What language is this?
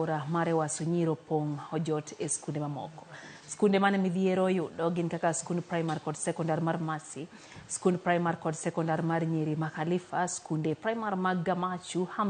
Luo (Kenya and Tanzania)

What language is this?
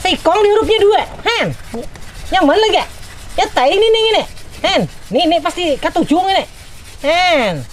Banjar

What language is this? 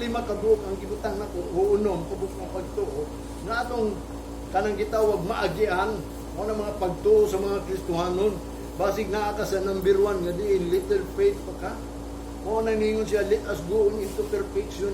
Cebuano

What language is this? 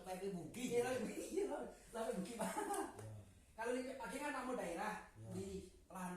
Minangkabau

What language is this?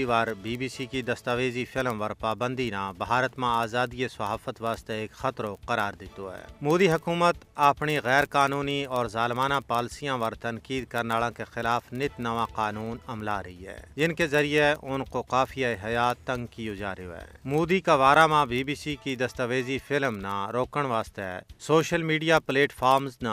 Gujari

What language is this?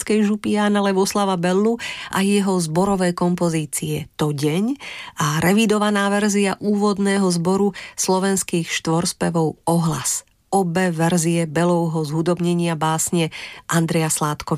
Slovak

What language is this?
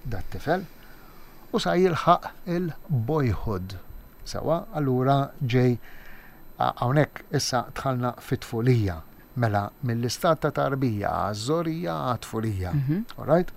Maltese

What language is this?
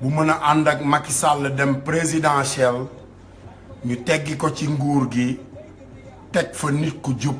Wolof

